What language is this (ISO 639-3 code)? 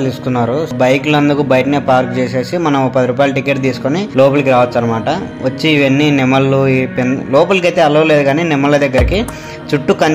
tel